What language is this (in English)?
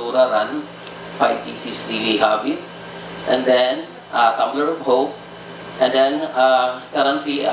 Cebuano